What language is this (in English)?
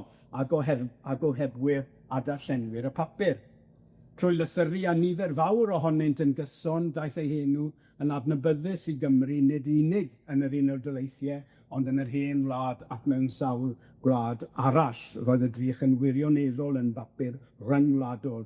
Welsh